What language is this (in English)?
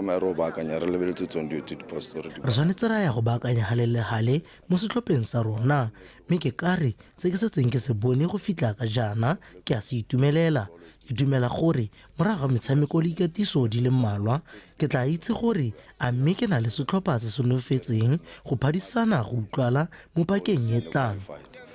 Tswana